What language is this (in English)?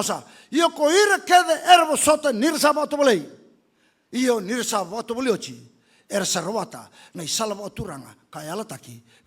Fijian